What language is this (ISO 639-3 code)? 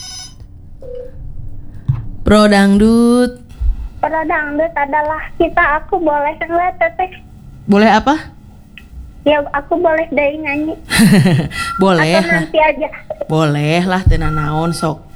ind